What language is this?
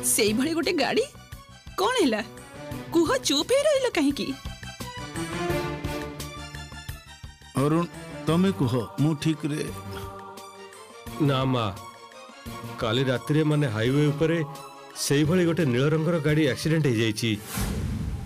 Odia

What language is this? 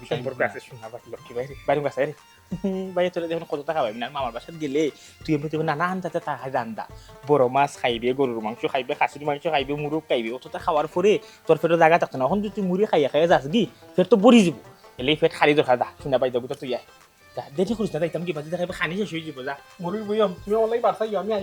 Sylheti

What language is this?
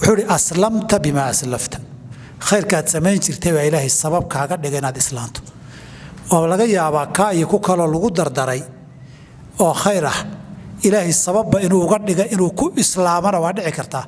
Somali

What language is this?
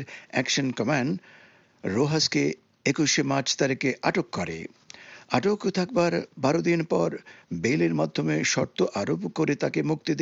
Bangla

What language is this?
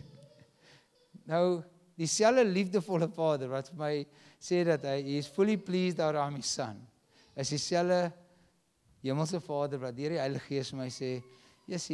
Afrikaans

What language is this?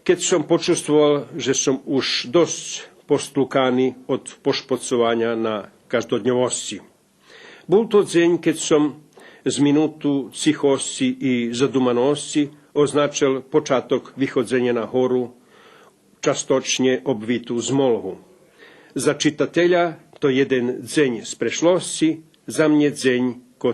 Rusyn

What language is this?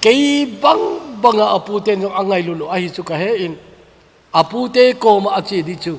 Thado Chin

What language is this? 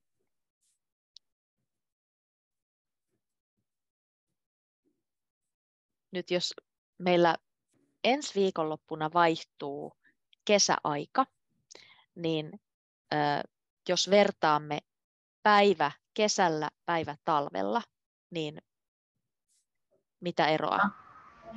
Finnish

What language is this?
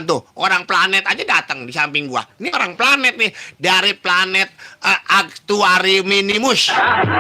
Betawi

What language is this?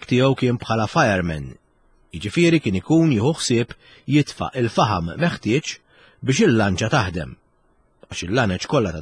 Maltese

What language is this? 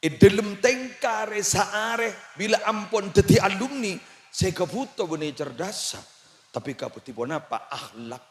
Madurese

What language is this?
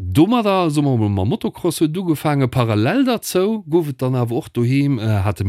Luxembourgish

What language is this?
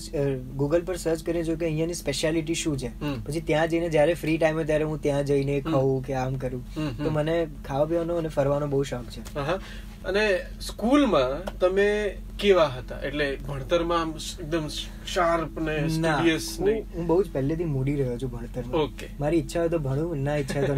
Gujarati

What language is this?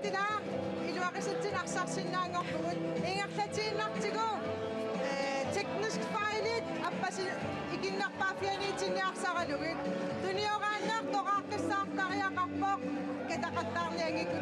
Kalaallisut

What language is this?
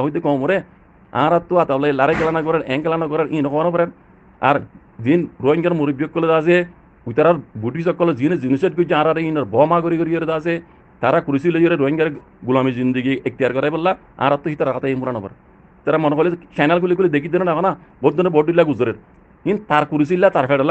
Rohingya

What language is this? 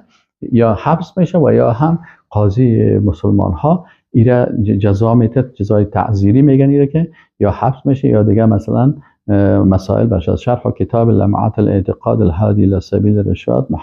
Persian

